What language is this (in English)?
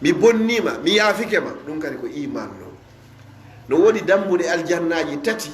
Fula